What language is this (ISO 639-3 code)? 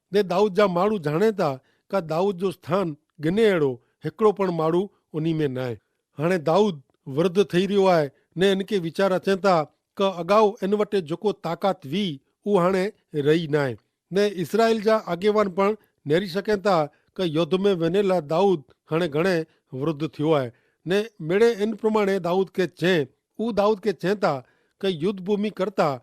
kfr